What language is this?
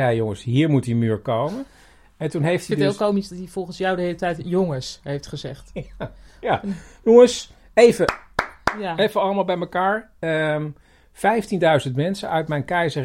Dutch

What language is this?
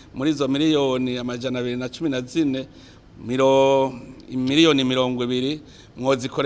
Rundi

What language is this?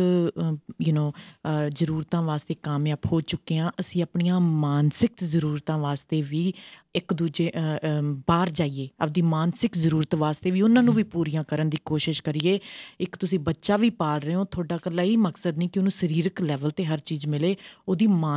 Punjabi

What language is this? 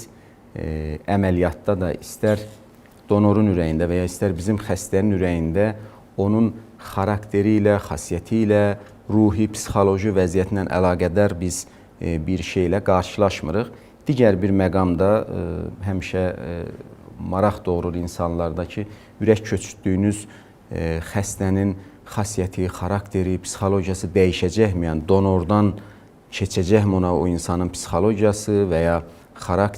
Azerbaijani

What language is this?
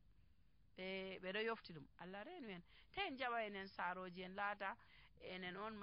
Nigerian Fulfulde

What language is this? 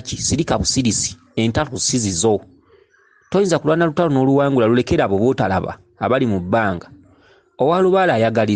Ganda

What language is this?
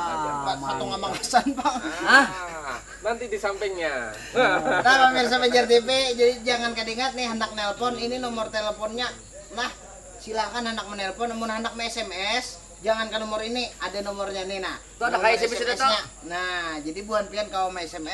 Banjar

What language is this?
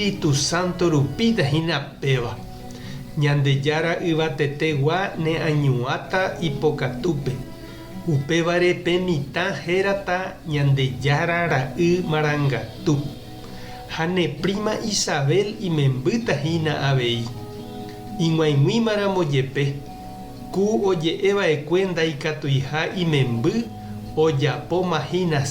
Guarani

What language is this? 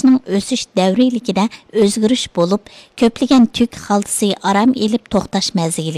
Uyghur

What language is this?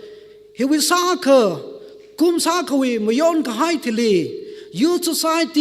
Tangkhul Naga (India)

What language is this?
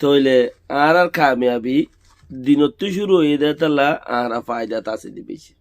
Rohingya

